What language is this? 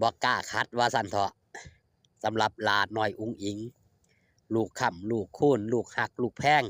Lao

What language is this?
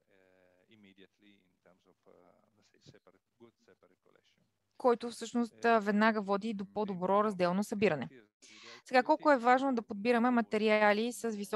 Bulgarian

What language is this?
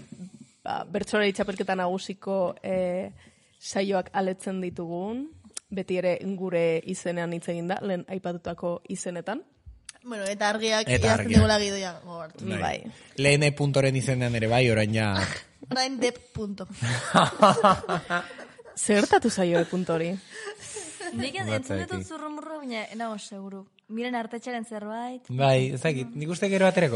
Basque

